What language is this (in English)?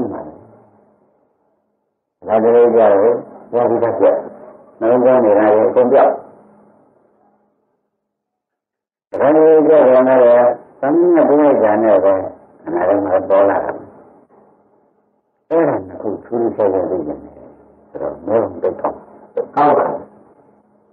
Burmese